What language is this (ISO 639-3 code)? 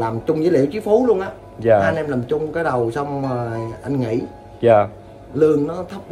vie